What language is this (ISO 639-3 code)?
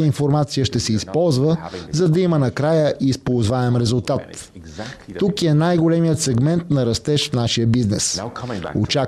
bul